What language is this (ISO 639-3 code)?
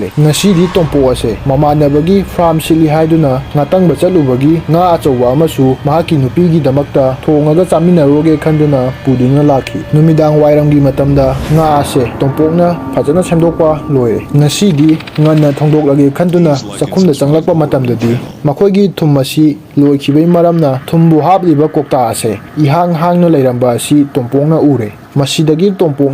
mni